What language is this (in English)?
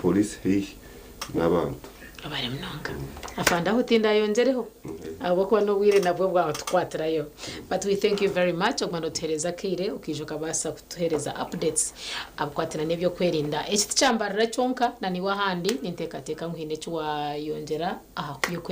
Nyankole